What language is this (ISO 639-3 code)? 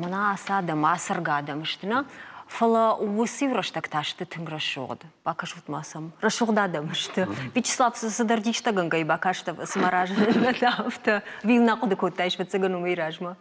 oss